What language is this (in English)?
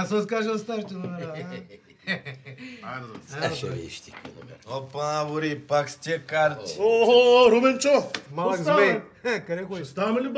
Bulgarian